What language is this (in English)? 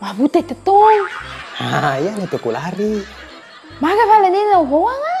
Buginese